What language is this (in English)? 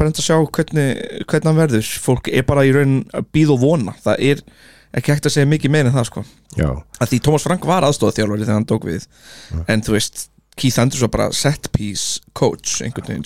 Icelandic